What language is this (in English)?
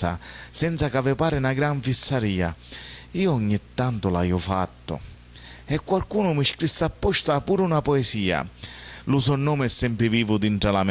Sicilian